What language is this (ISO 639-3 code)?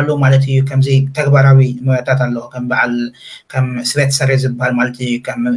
tir